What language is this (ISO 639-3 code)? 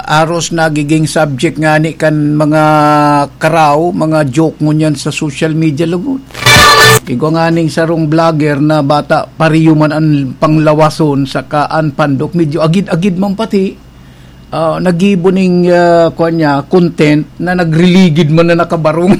bik